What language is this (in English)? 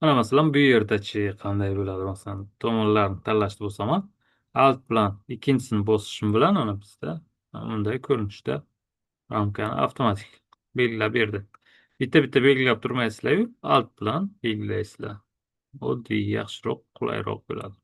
Uzbek